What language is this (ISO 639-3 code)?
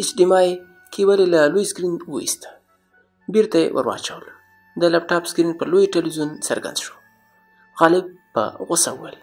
pus